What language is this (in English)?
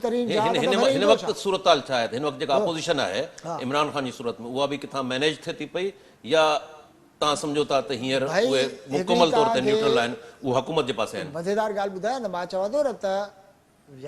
Sindhi